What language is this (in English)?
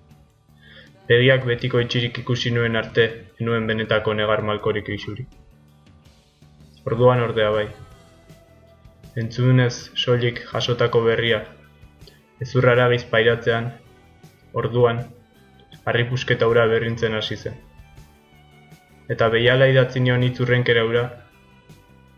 Basque